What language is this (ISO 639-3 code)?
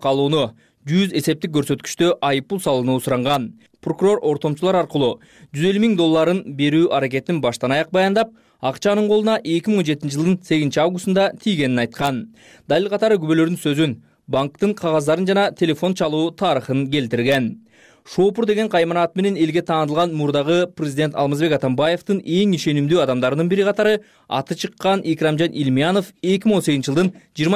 kir